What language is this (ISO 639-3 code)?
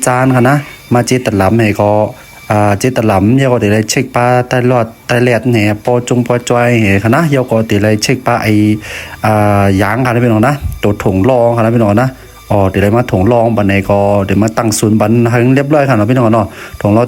shn